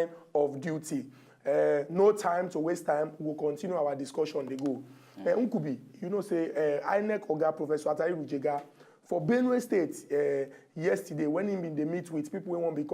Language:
Nigerian Pidgin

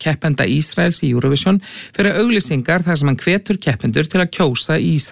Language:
Icelandic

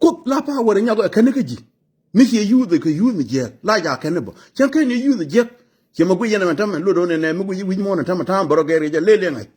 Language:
Nuer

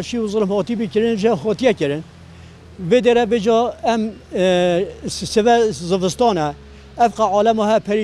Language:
Kurdish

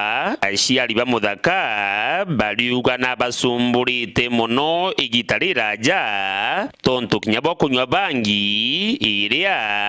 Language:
Meru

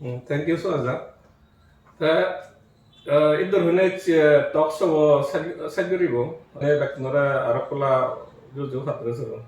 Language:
Chakma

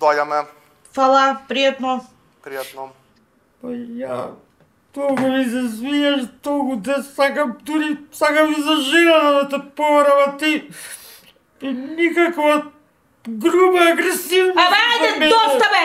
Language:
Macedonian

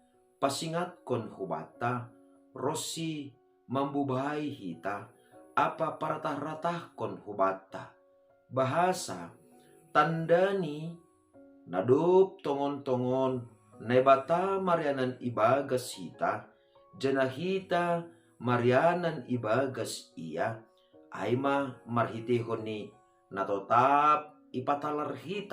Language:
Batak Simalungun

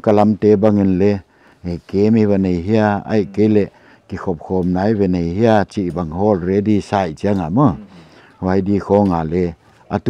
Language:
Paite Chin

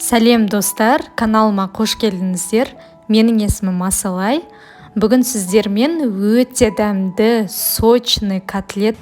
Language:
Kazakh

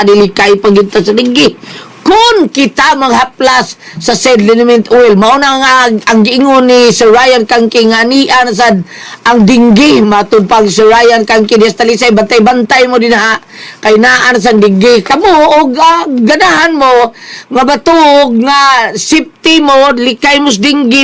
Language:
Cebuano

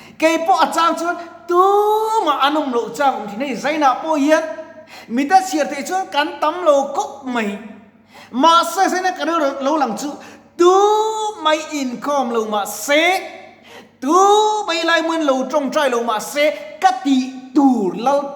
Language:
Mizo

